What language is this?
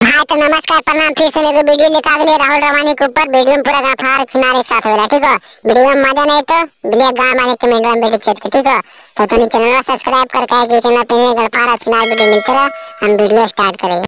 Magahi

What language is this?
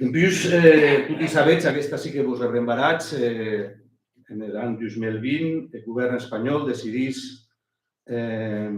Occitan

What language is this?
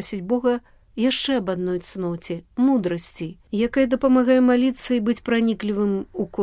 Belarusian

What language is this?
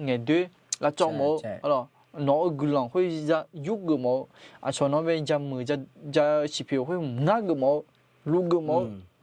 Akha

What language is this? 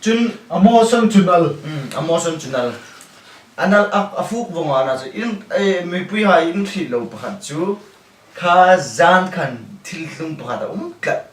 Hmar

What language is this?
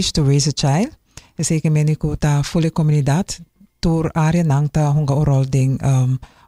Papiamento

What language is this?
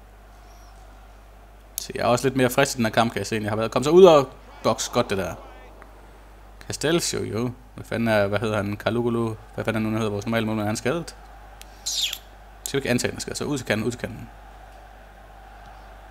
Danish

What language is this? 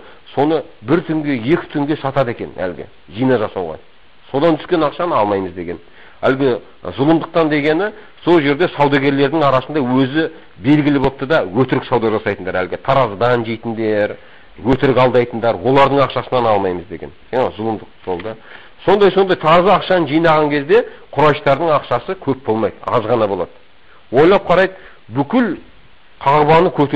Kazakh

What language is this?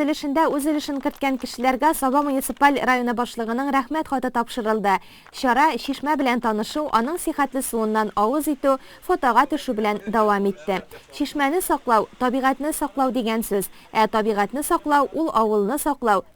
Tatar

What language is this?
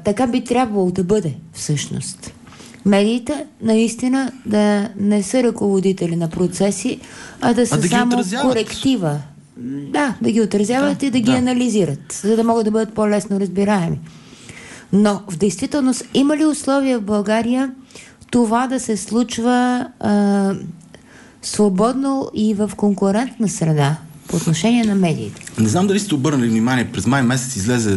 Bulgarian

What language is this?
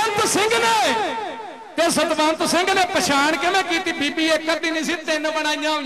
Punjabi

